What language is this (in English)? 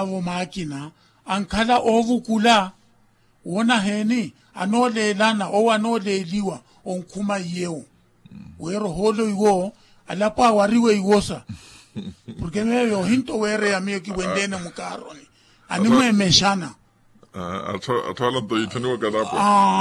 Makhuwa